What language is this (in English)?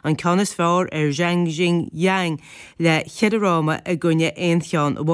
Irish